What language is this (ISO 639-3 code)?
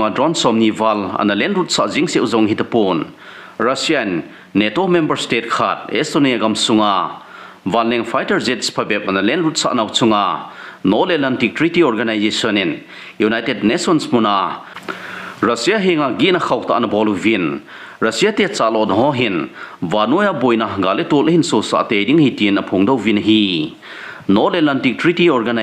tcz